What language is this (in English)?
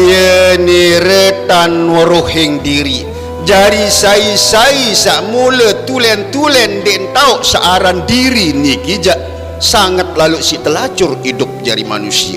Sasak